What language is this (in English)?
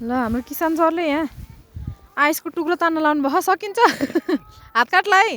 Nepali